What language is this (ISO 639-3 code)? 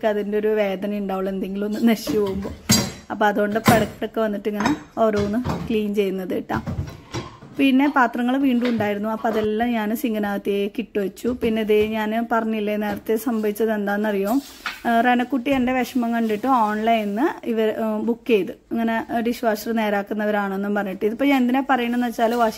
mal